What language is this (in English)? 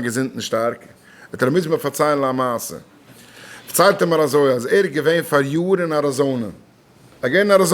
Yiddish